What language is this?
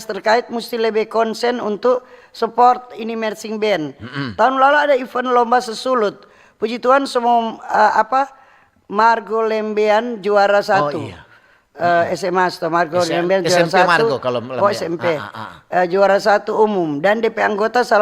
Manado Malay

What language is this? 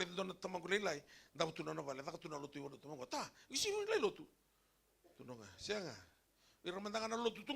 Fijian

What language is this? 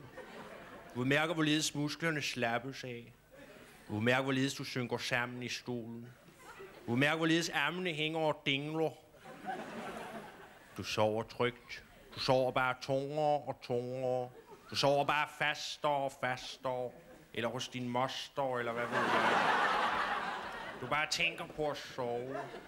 Danish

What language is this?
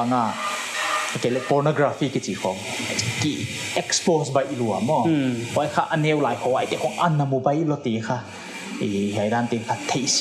Paite Chin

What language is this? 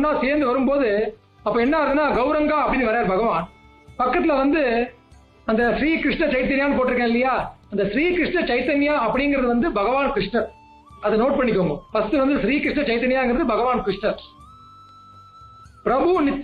Tamil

